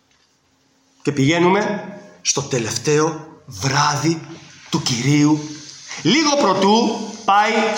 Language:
Greek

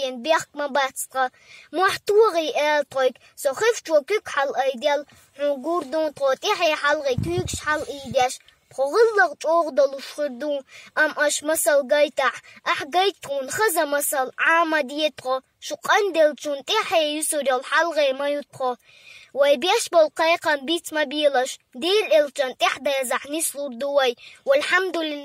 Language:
Chechen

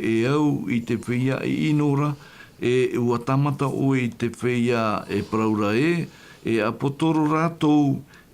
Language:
Tahitian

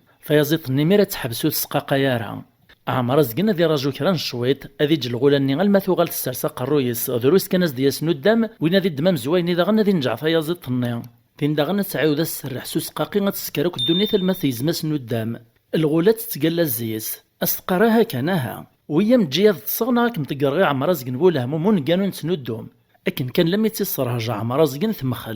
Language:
Kabyle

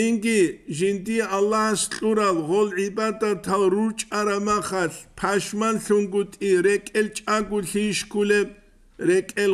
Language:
Avaric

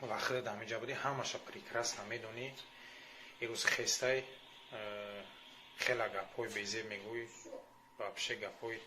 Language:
Tajik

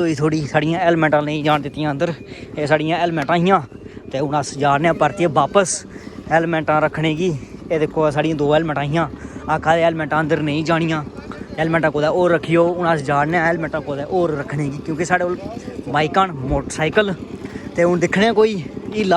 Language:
Dogri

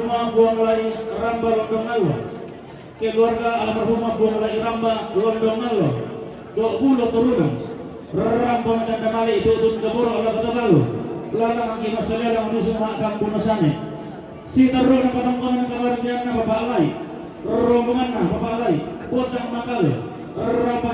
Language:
Toraja-Sa'dan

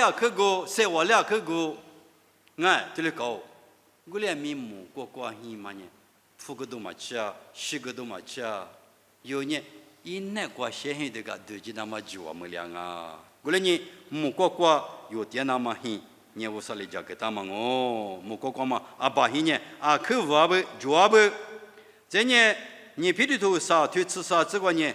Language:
Lisu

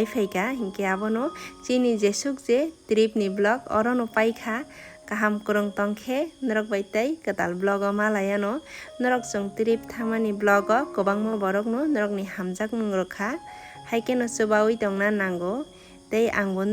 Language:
Kok Borok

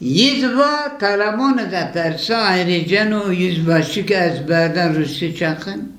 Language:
Zaza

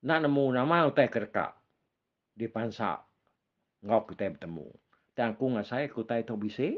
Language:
Iban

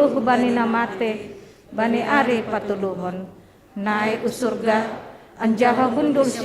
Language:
Batak Simalungun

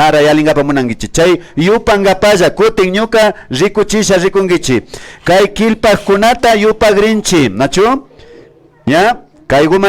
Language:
Imbabura Highland Quichua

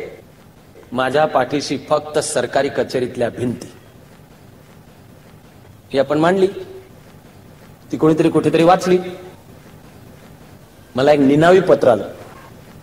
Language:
Marathi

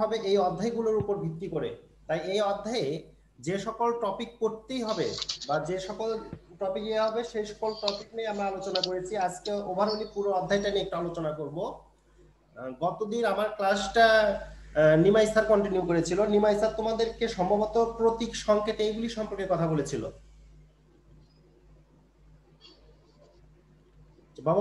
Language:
Bangla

